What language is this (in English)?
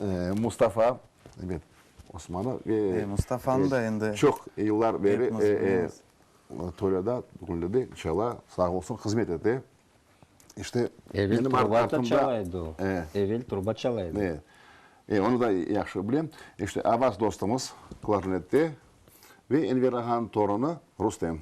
Crimean Tatar